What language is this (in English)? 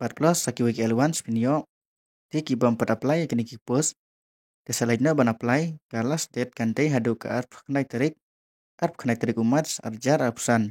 Khasi